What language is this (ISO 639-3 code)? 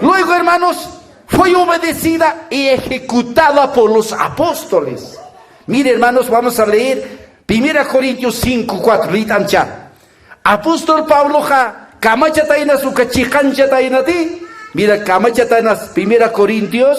aym